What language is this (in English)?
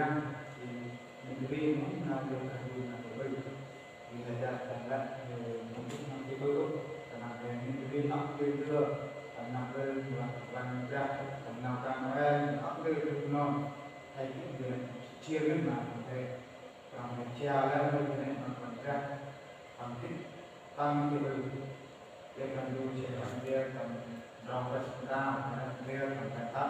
Central Mnong